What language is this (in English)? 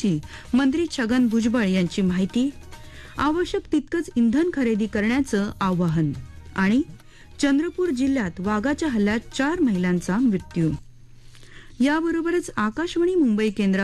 Marathi